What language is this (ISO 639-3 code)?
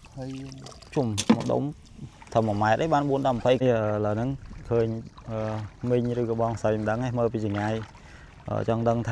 khm